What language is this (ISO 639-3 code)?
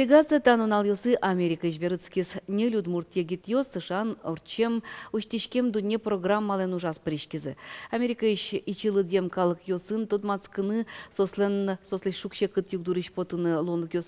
udm